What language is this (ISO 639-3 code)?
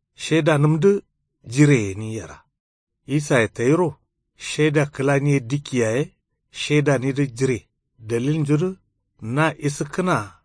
kau